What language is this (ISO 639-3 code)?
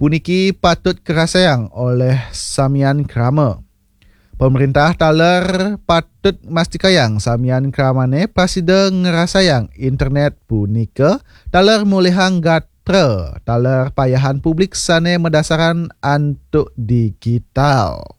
ban